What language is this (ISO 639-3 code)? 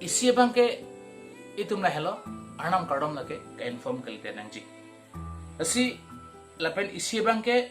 mjw